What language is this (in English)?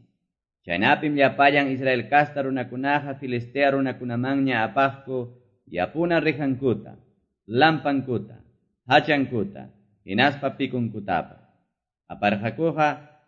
Quechua